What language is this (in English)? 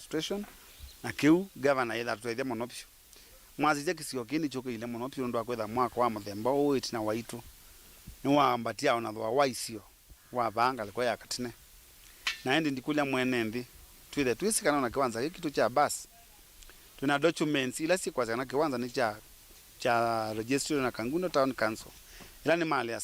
Kamba